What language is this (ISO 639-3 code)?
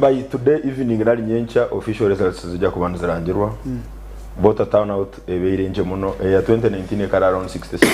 nyn